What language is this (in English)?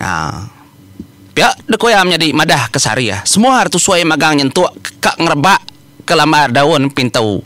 Iban